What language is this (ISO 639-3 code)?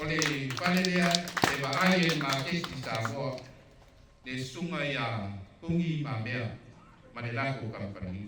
smo